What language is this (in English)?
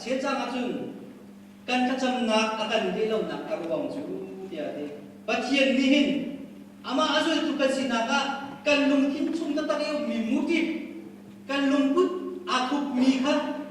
Hakha Chin